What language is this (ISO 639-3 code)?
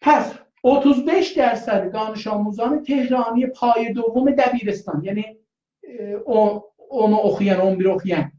azb